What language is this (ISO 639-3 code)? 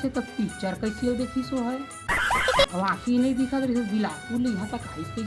hne